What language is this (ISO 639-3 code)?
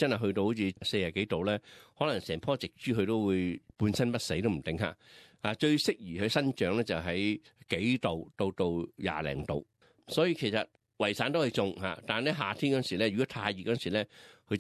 yue